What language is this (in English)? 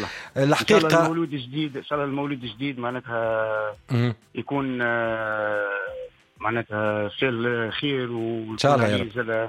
Tunisian Arabic